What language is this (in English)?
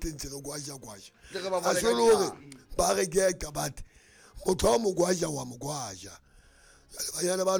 Southern Sotho